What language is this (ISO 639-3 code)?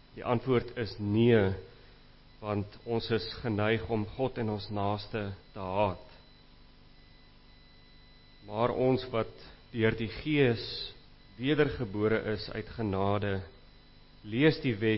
afr